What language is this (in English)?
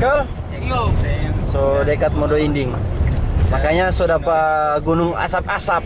Manado Malay